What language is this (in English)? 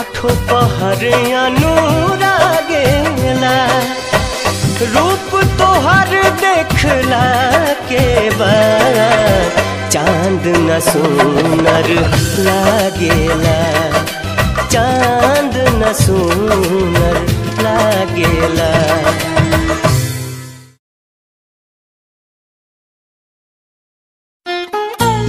Bhojpuri